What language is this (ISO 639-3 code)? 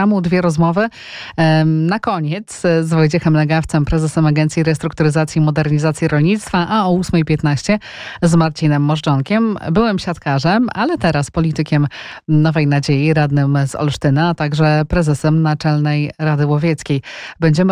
pol